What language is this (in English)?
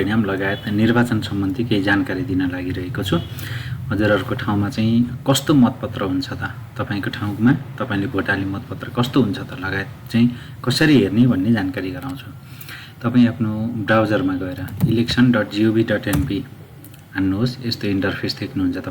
Nepali